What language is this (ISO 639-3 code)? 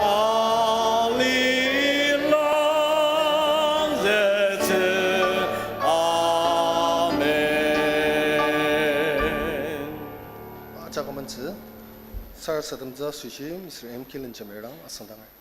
njo